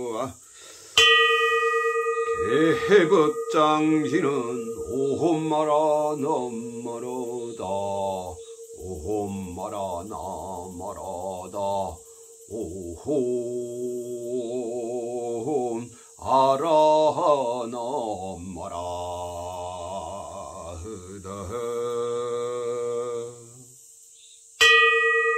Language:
Korean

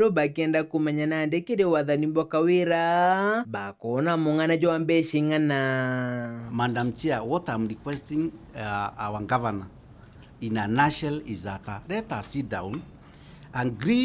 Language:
Meru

